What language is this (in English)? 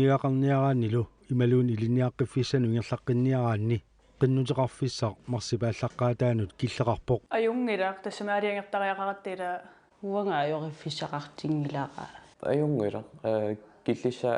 Kalaallisut